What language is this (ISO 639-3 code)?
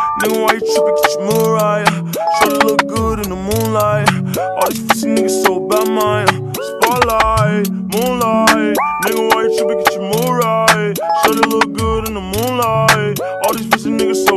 eng